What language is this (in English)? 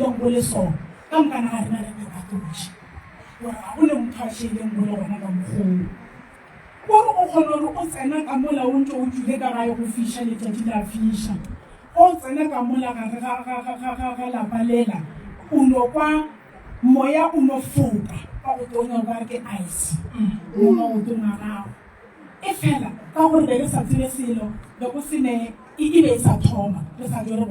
Northern Sotho